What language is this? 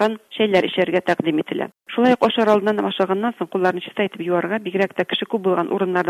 Bashkir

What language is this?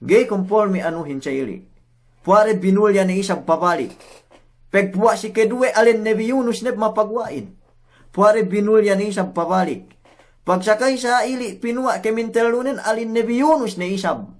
Yakan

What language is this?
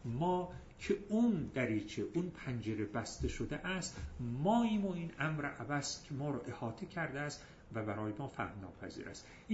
Persian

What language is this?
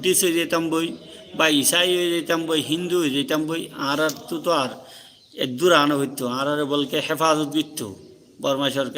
Rohingya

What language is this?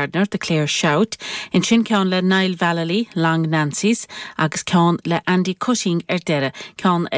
Irish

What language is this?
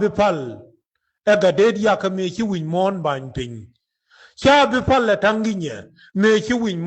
Nuer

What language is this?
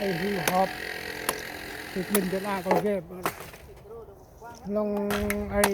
Central Mnong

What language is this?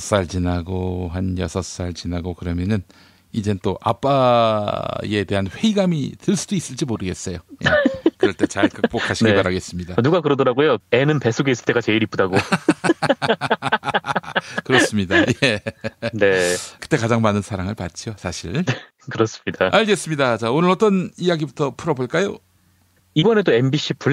Korean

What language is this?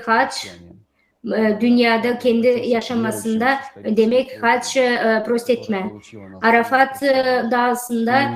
Gagauz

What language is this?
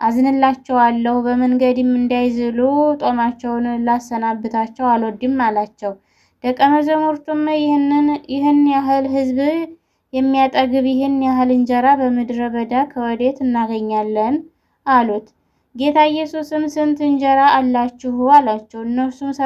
Amharic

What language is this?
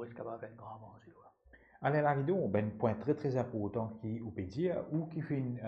Morisyen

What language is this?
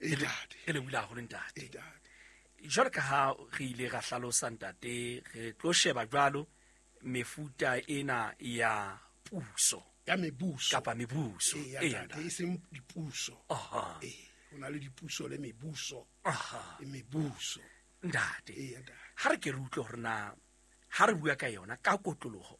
Southern Sotho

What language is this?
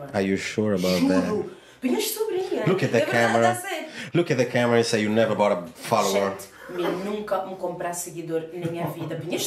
Kabuverdianu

